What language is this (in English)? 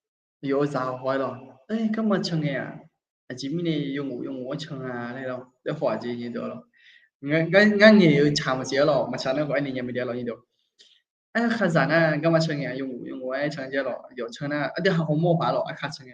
Akha